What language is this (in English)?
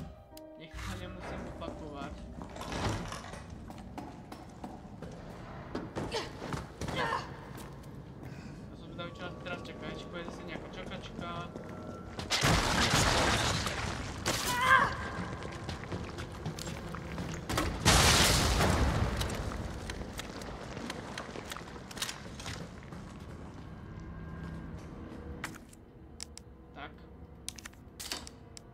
Slovak